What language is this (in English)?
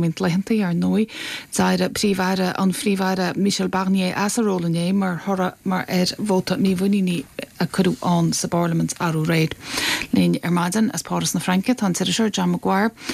Irish